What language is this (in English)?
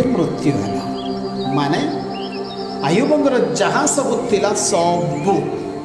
Odia